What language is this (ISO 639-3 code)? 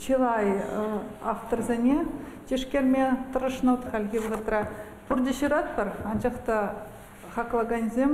chv